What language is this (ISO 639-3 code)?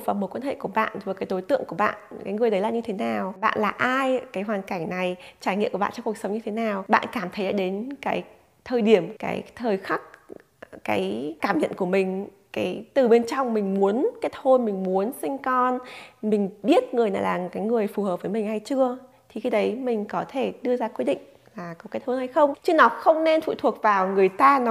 vie